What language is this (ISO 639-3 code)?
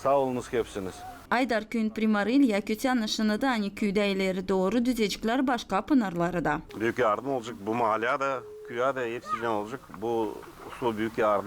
gag